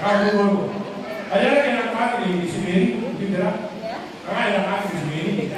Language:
Gilbertese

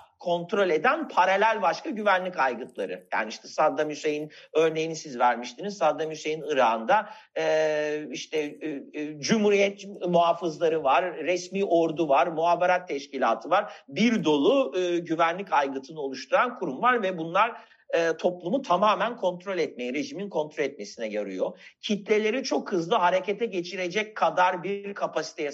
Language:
Turkish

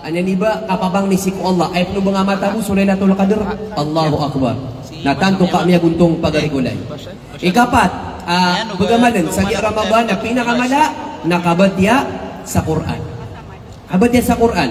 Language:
Maranao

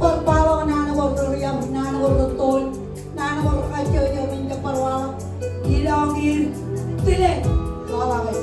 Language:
Marshallese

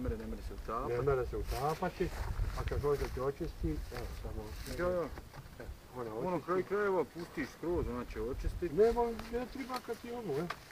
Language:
Bosnian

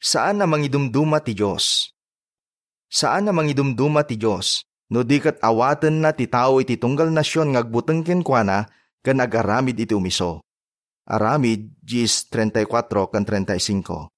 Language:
Iloko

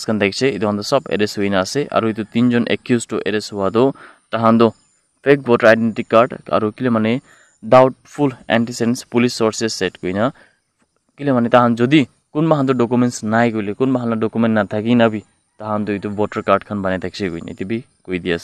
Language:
Naga Pidgin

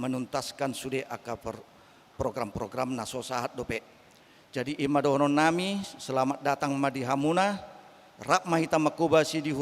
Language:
Batak Toba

